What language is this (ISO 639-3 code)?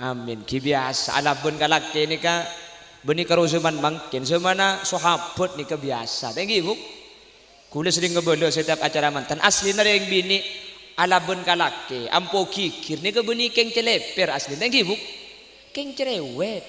mad